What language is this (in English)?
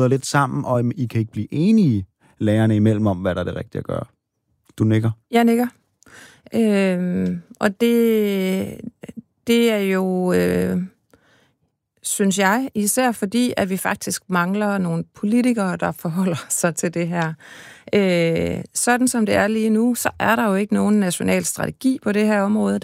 Danish